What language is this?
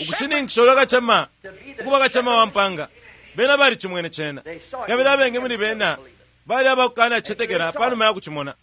Bemba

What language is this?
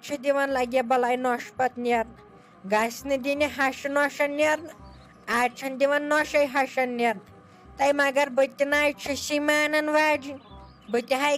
Kashmiri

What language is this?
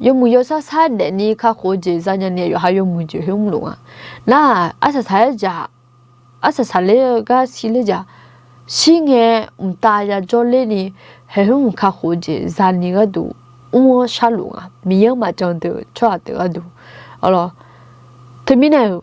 Akha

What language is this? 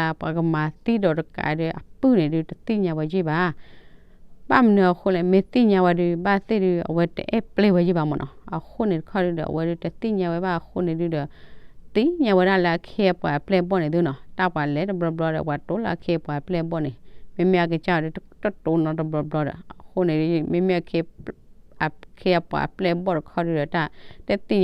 S'gaw Karen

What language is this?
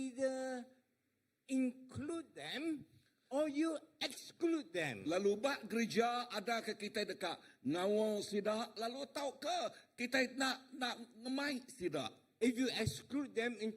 Iban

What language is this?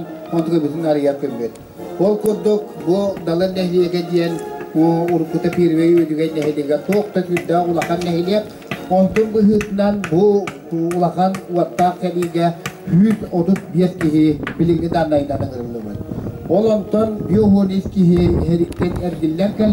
Yakut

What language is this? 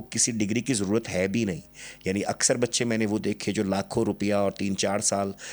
Urdu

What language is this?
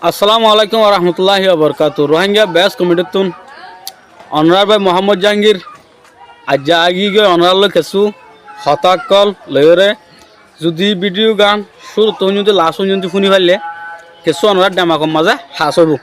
Rohingya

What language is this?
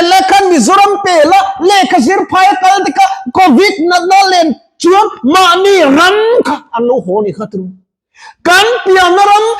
Mizo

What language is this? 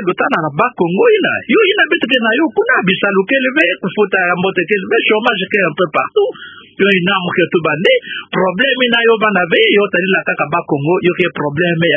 Kituba (Democratic Republic of Congo)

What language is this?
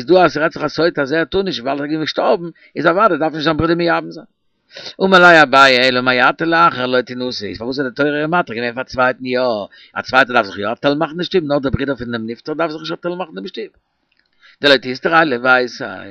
Yiddish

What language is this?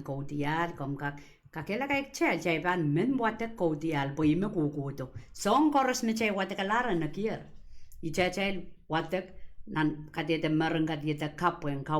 Pohnpeian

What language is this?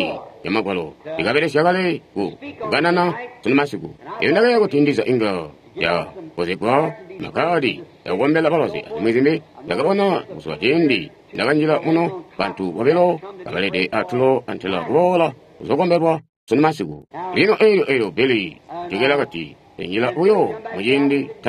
Tonga (Zambia)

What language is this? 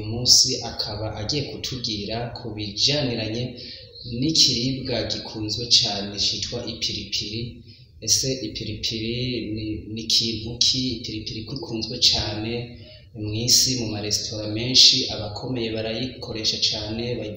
Rundi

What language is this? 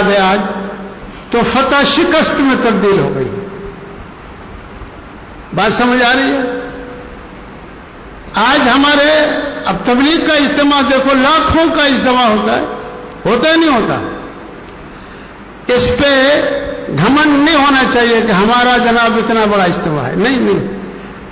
Urdu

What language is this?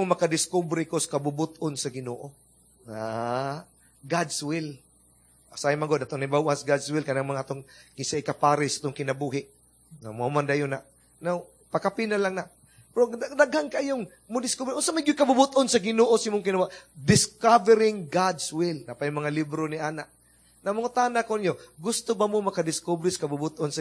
Cebuano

